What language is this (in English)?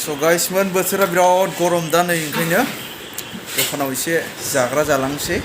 Bodo